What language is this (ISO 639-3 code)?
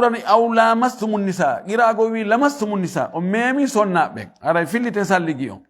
ful